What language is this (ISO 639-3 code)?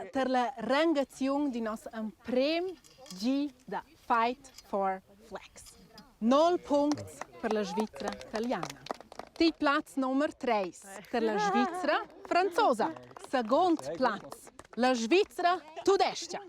roh